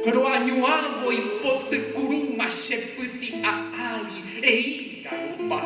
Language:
Guarani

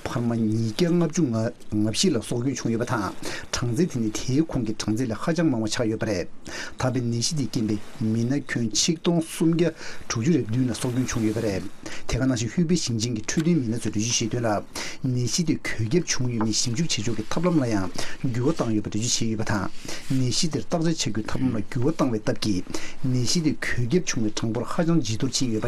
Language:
Tibetan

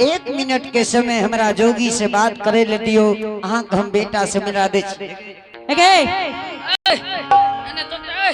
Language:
Angika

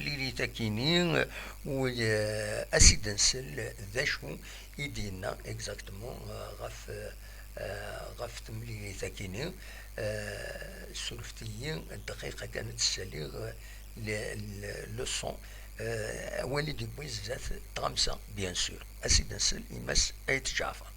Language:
Kabyle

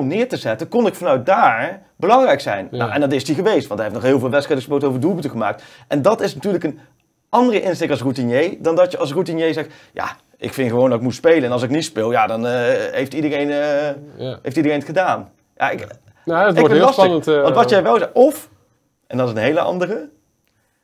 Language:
Dutch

